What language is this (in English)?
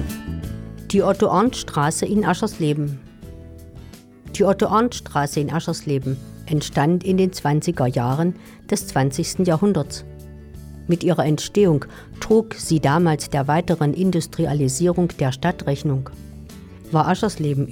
German